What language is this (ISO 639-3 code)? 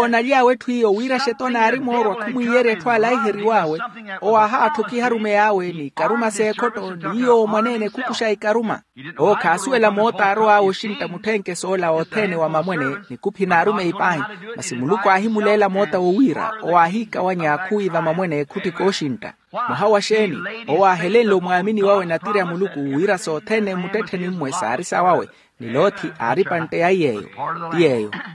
vmw